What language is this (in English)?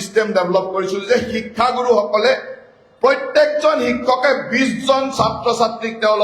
Assamese